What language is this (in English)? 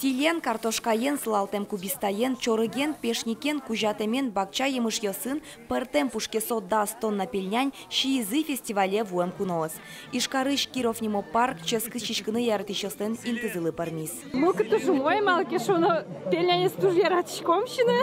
Udmurt